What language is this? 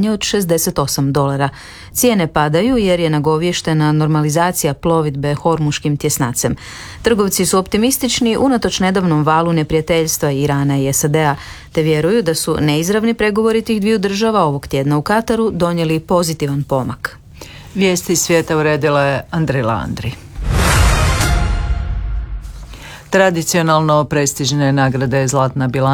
Croatian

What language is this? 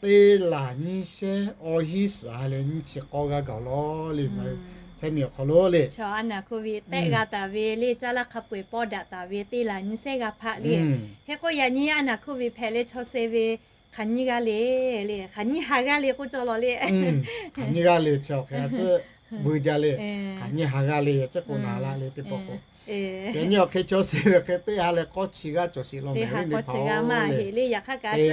Lahu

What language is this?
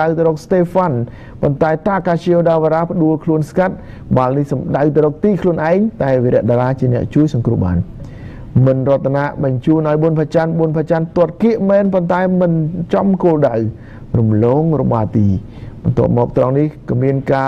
Khmer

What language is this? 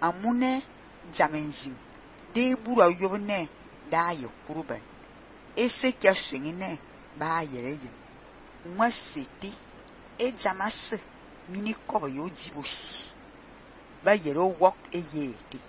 Fang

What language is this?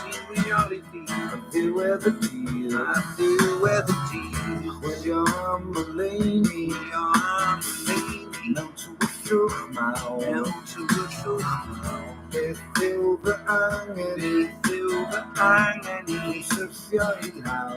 Welsh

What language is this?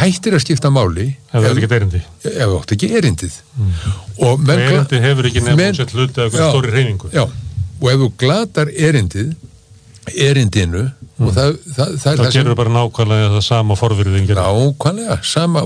Icelandic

